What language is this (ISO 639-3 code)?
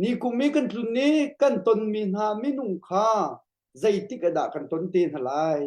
cnh